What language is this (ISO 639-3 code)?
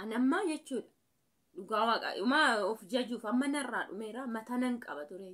orm